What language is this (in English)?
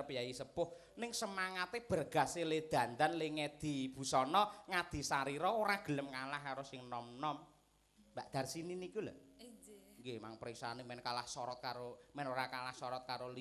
Javanese